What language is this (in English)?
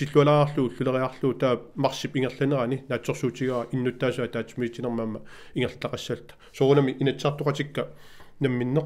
Kalaallisut